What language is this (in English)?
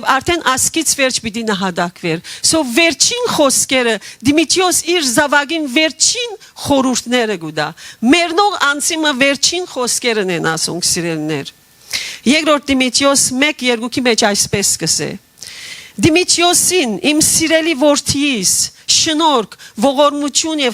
Western Armenian